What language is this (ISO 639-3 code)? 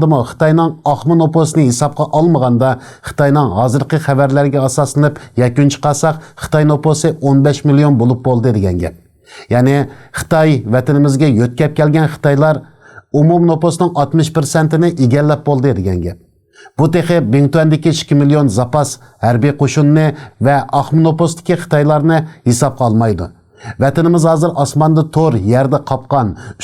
uig